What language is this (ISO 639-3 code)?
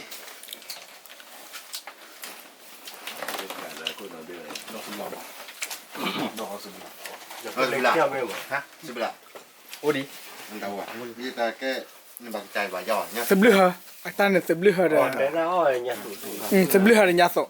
ksw